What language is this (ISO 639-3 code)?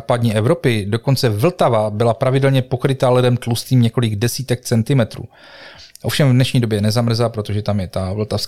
ces